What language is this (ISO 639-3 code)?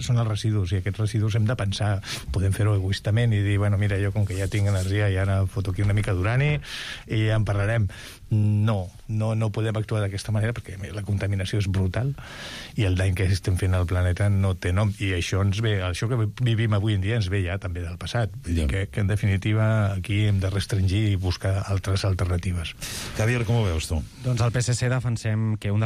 cat